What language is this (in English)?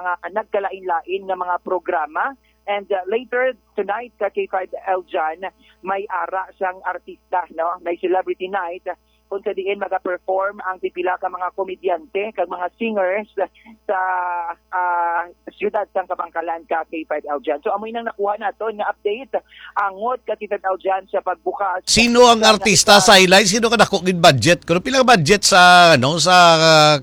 Hiligaynon